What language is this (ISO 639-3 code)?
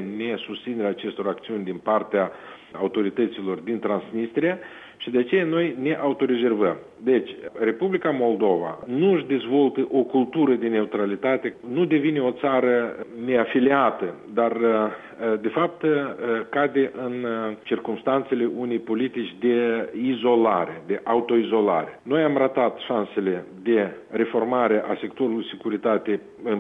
ron